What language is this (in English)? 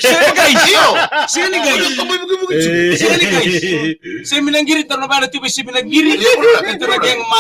Fijian